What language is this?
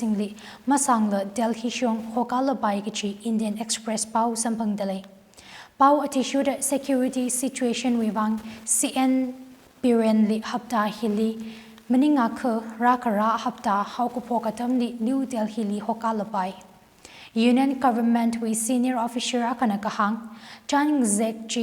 Tangkhul Naga (India)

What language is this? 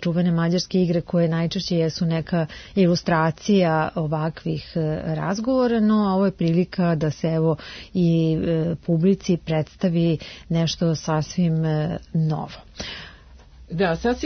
Serbian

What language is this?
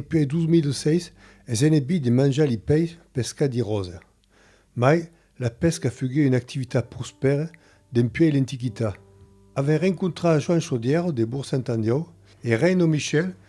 Occitan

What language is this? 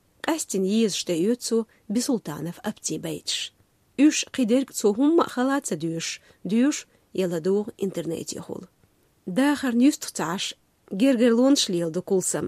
Chechen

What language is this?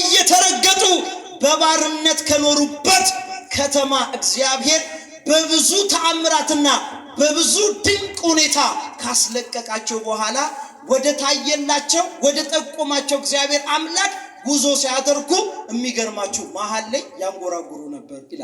Amharic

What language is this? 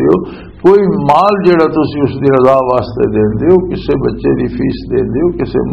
Western Panjabi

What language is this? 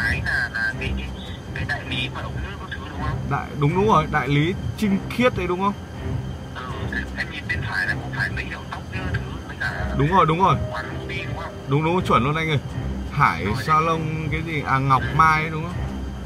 Vietnamese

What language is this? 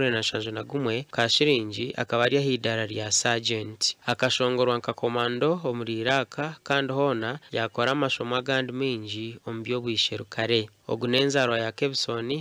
Nyankole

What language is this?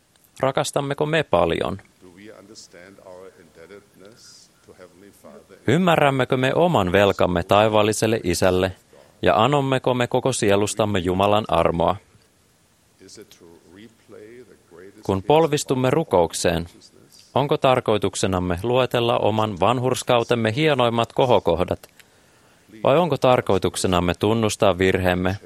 Finnish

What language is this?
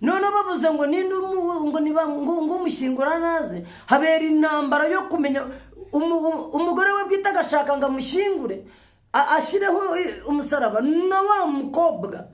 Kinyarwanda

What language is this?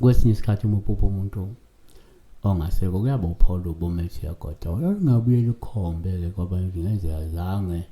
Zulu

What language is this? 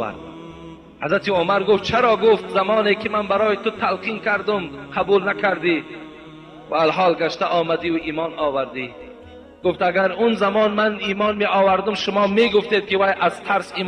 Tajik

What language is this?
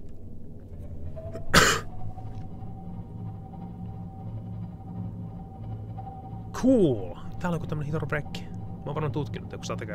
Finnish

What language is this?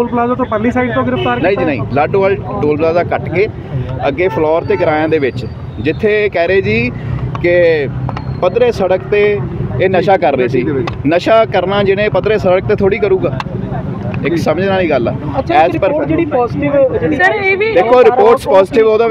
Punjabi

